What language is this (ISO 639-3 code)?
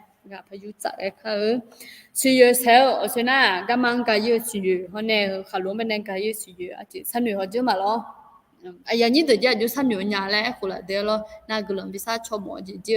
ahk